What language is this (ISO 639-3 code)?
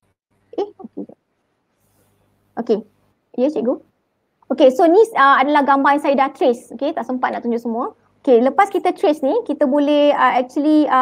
msa